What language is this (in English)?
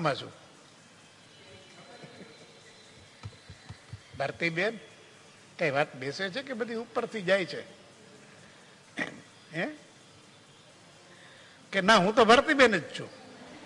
Gujarati